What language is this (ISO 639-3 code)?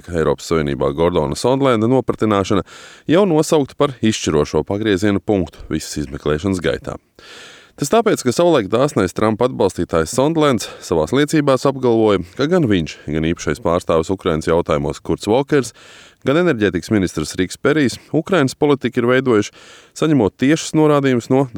lav